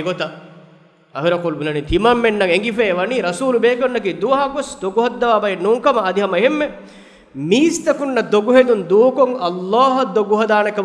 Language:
Divehi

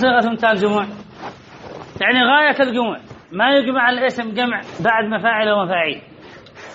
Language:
Arabic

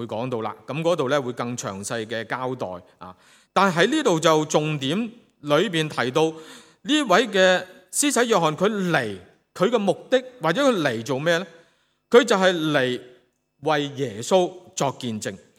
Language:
Cantonese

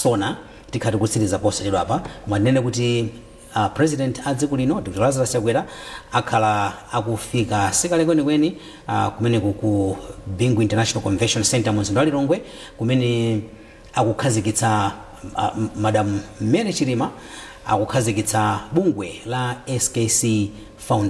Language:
Nyanja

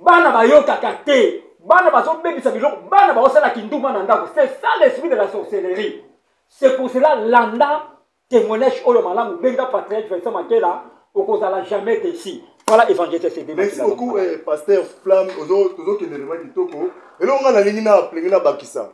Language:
Lingala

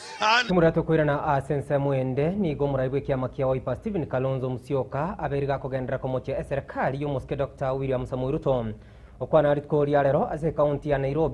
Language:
Gusii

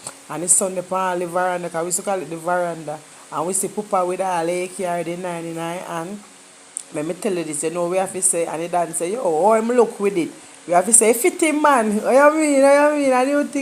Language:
Jamaican Creole English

